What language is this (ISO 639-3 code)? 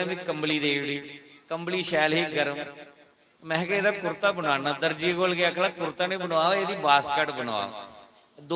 doi